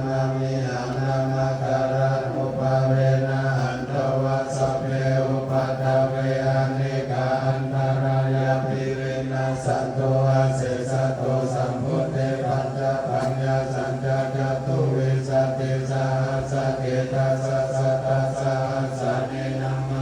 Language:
Pali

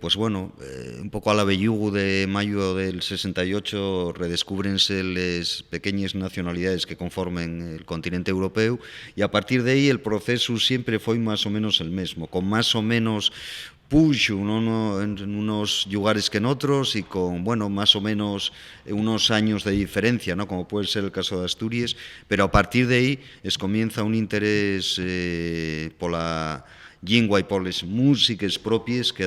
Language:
Asturian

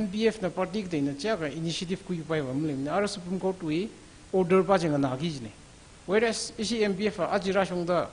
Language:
Tangkhul Naga (India)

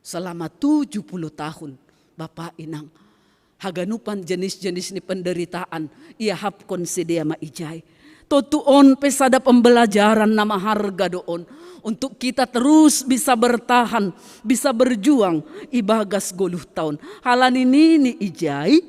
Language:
Batak Simalungun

